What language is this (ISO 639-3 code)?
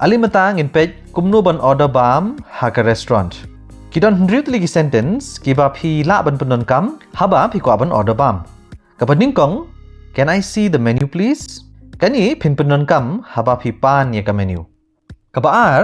kha